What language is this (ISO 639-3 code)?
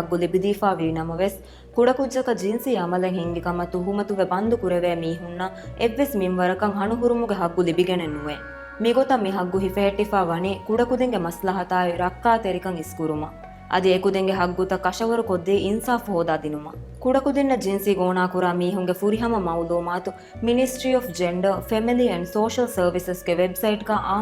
div